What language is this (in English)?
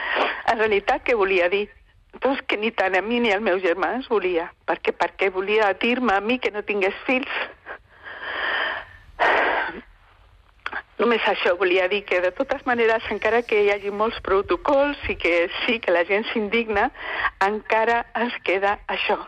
Catalan